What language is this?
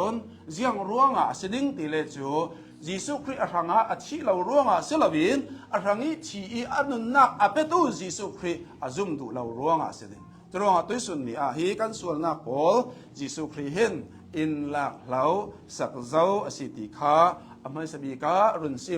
Hakha Chin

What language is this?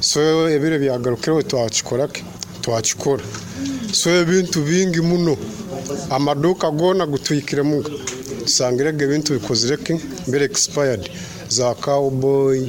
Nyoro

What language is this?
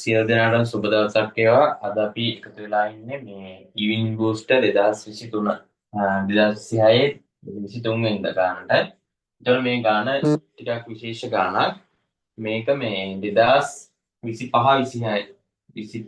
Sinhala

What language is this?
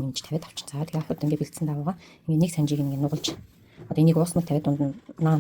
Mongolian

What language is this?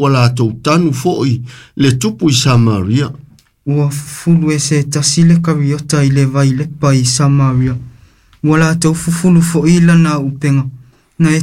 Samoan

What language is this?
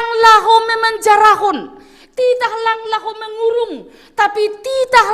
Batak Simalungun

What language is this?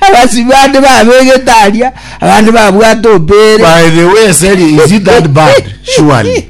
Gusii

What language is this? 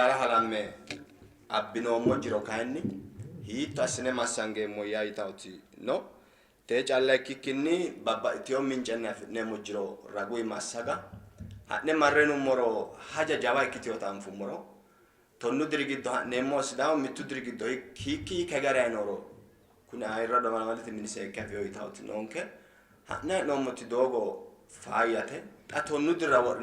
Sidamo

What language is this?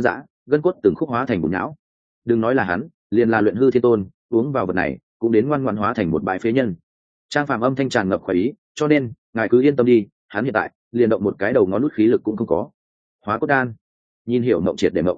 Vietnamese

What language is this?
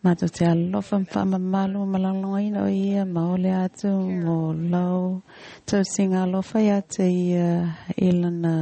Samoan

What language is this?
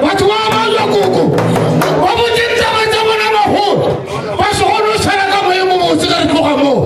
Northern Sotho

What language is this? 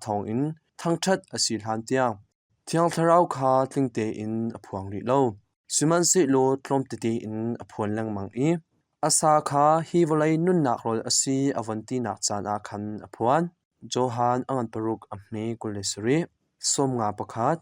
Hakha Chin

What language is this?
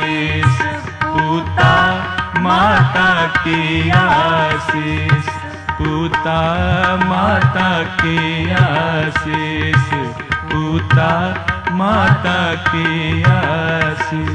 Hindi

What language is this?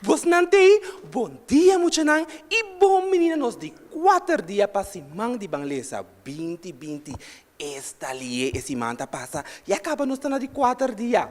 Papiamento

